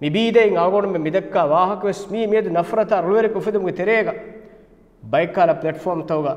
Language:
Divehi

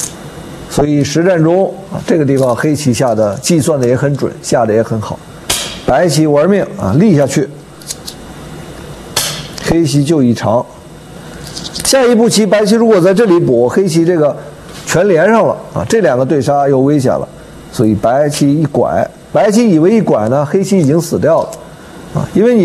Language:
Chinese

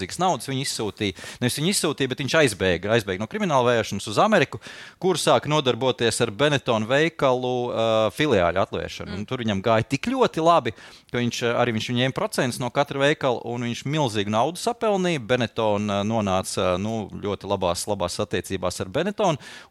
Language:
Latvian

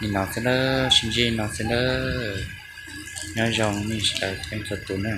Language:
Hmong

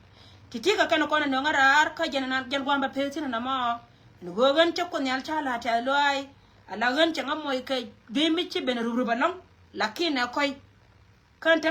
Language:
Nuer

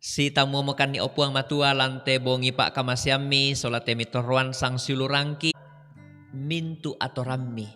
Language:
Toraja-Sa'dan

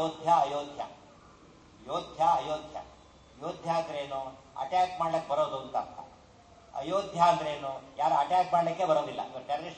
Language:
Kannada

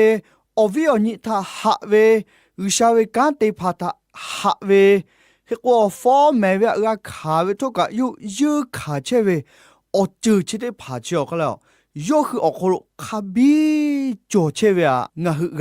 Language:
Lahu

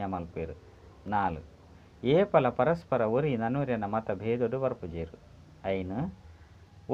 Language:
Tulu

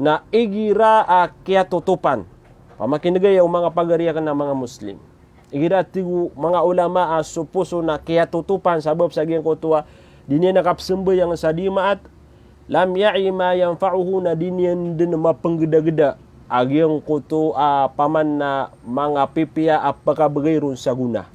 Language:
Maranao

